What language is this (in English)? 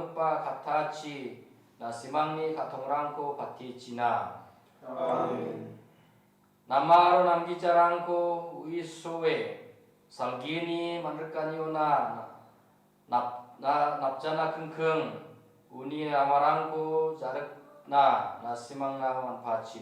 Garo